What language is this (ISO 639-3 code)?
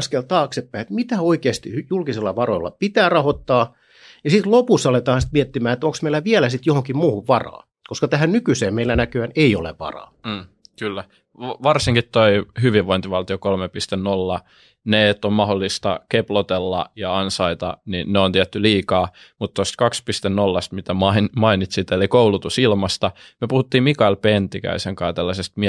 fin